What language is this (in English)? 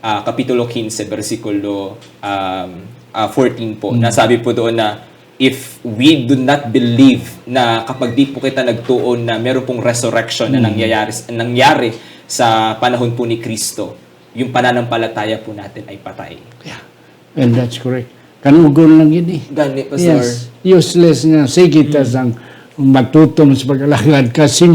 Hiligaynon